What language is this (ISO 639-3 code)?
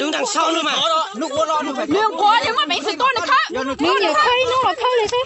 hmn